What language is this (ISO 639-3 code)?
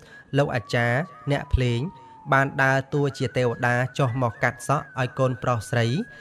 khm